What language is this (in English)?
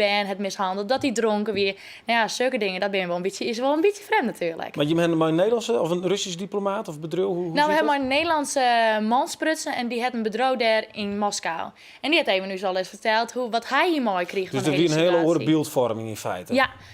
Western Frisian